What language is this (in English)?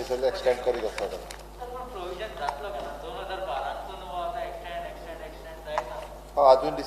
Konkani